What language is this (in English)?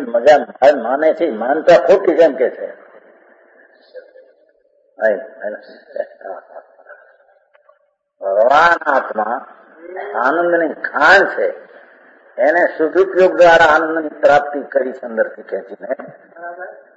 Gujarati